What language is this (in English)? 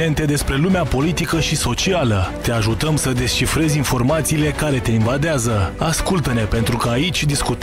Romanian